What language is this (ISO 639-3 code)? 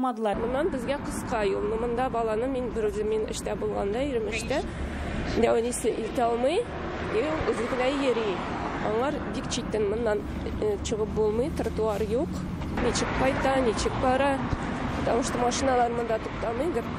tat